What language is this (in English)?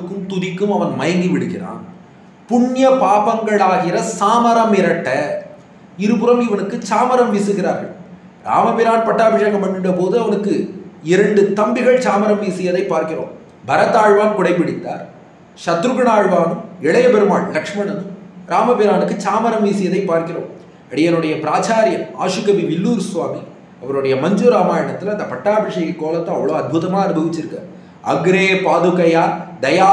Tamil